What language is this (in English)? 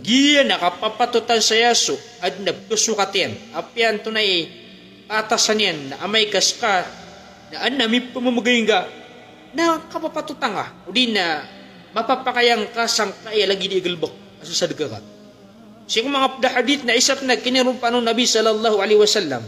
Maranao